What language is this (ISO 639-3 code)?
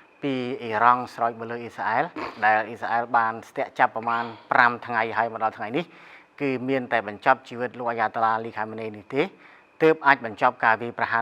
khm